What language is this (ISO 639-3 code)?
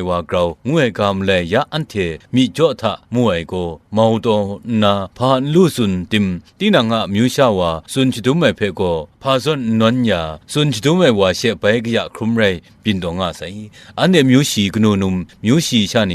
kac